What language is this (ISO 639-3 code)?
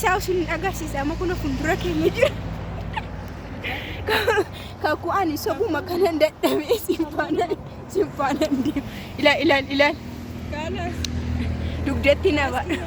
orm